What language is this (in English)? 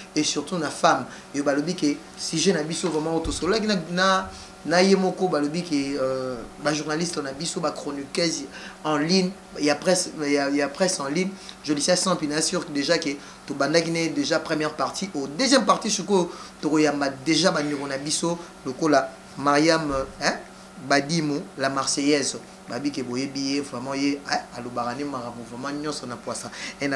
Lingala